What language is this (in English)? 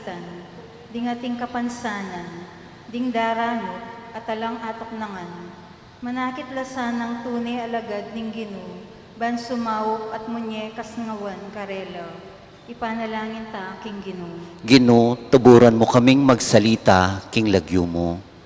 Pampanga